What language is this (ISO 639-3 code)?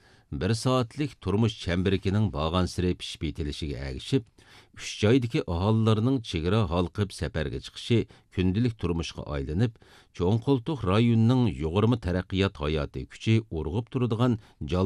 uig